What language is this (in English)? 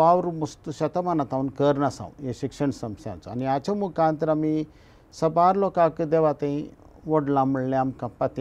Konkani